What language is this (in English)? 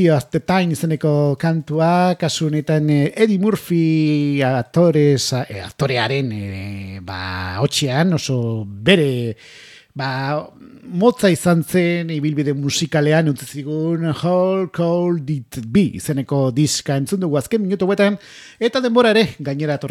Basque